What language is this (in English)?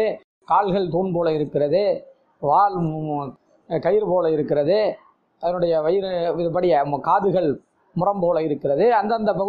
Tamil